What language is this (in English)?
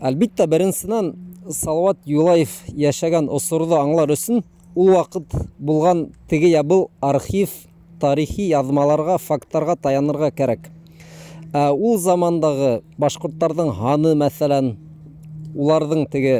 Bashkir